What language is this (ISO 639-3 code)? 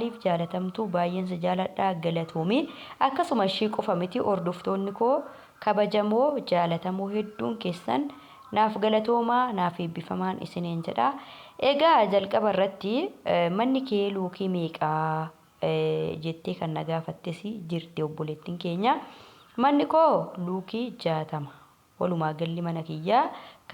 orm